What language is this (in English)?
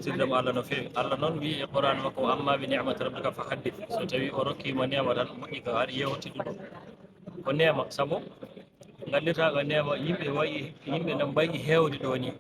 Fula